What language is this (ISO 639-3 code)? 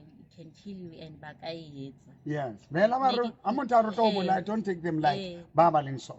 sot